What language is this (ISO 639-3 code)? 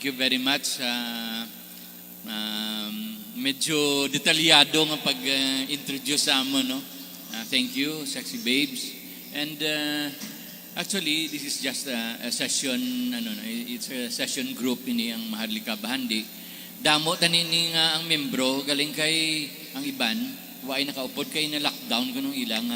hil